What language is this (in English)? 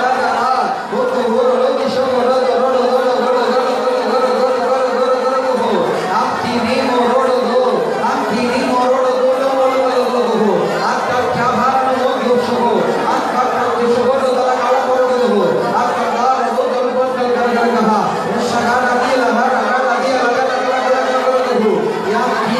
Tamil